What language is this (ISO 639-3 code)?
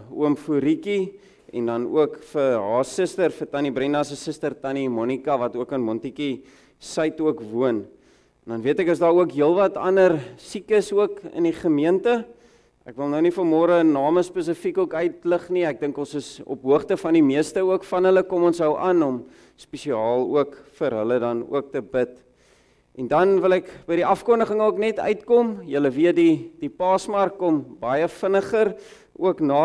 afr